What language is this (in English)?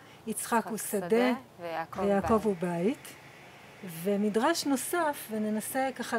Hebrew